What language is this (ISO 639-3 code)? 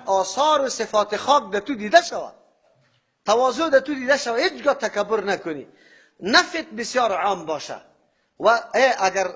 fas